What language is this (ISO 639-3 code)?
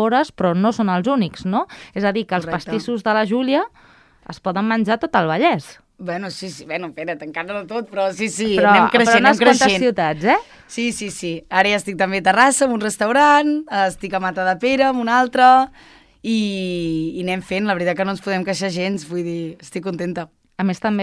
cat